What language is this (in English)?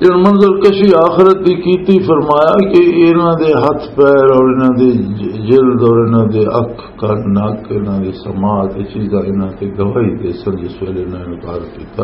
Western Panjabi